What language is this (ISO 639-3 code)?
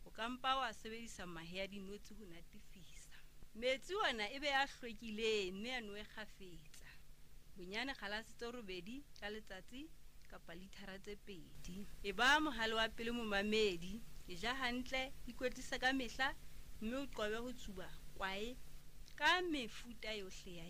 sot